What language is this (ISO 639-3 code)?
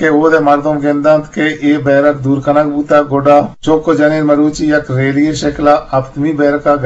bgp